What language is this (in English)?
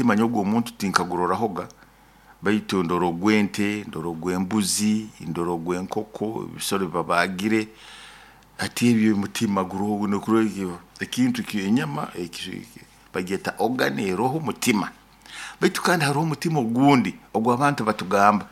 Nyoro